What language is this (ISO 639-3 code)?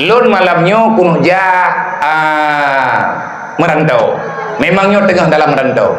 ace